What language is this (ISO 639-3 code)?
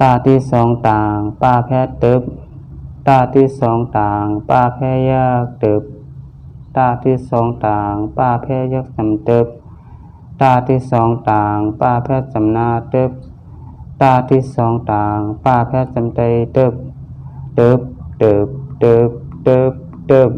shn